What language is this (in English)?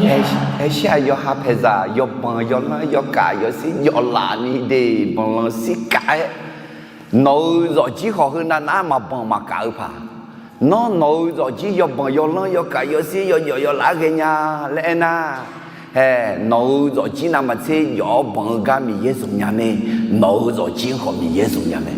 Akha